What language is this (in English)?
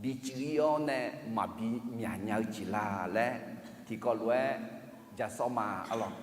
Akha